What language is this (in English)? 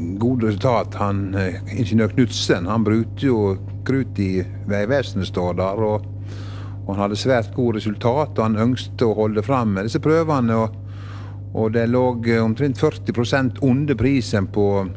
Norwegian